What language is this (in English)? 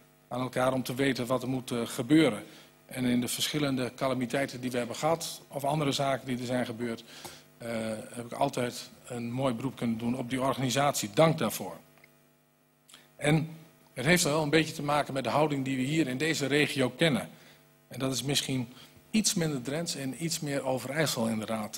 Dutch